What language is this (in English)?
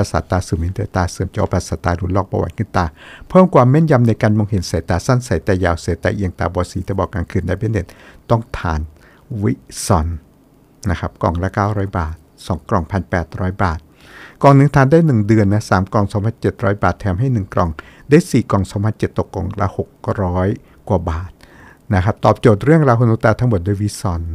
Thai